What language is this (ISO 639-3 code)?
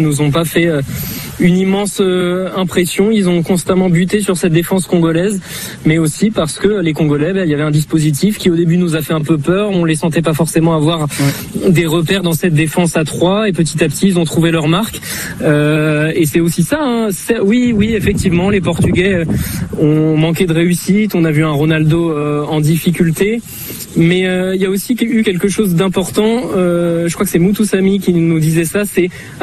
fra